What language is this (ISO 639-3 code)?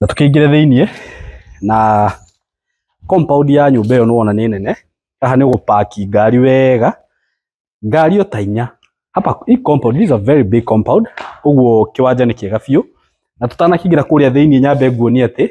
kik